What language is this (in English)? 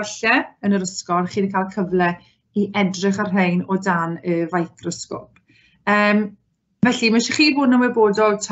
Welsh